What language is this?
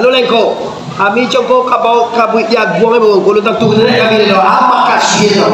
Minangkabau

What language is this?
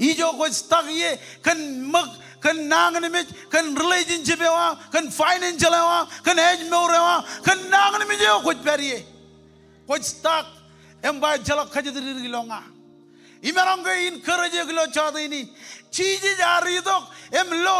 Marshallese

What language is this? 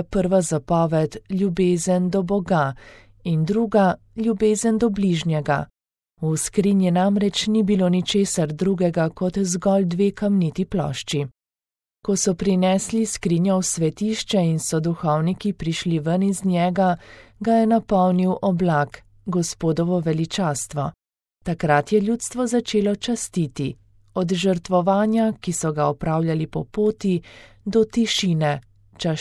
Slovenian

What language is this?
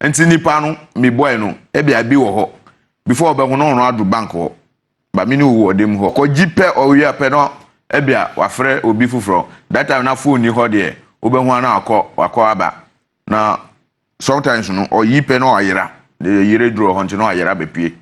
Akan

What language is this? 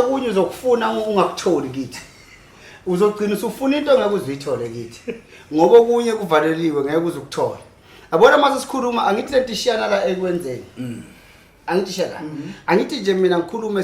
Zulu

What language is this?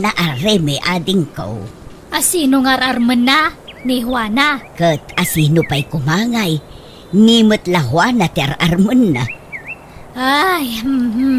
Iloko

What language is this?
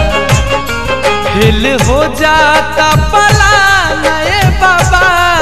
Bhojpuri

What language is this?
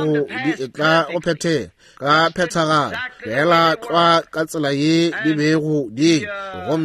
Northern Sotho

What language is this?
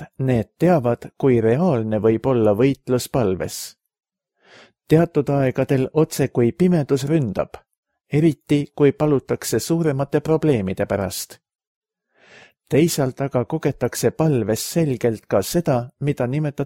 Estonian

